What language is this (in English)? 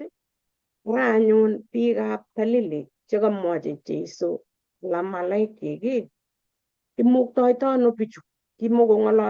Kalenjin